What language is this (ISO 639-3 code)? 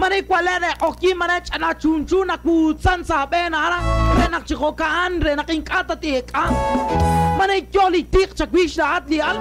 kek